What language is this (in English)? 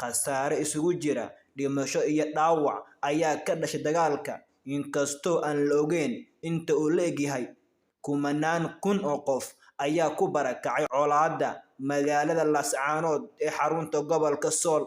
Somali